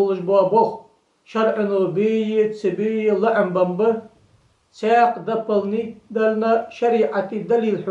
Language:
Ingush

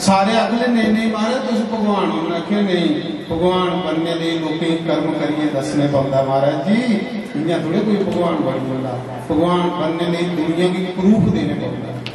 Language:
Dogri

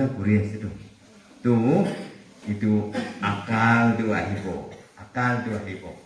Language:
Naga Pidgin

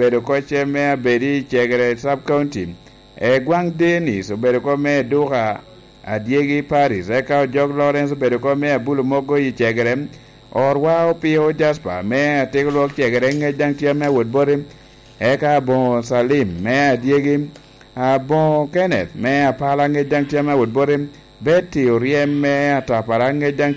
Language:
Lango (Uganda)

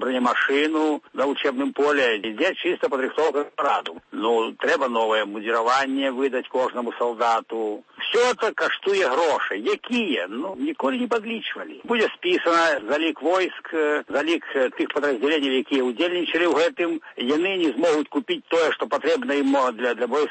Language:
Belarusian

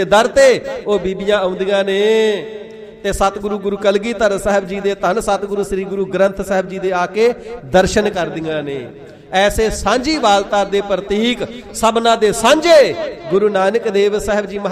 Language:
Punjabi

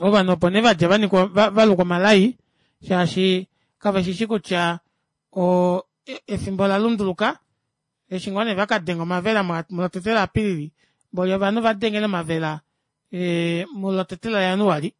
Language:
Kuanyama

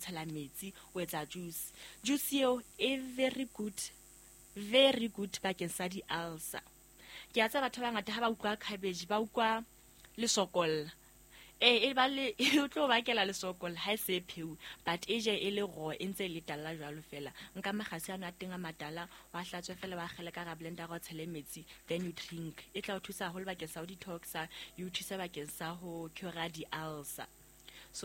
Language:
Southern Sotho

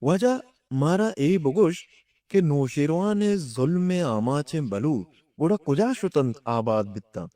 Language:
Eastern Balochi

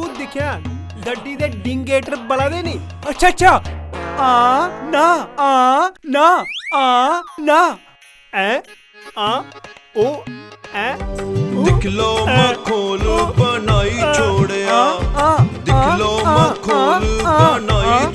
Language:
Dogri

